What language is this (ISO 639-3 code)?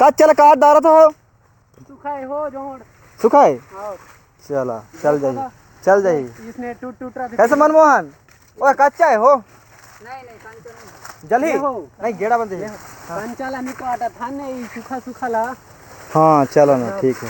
hne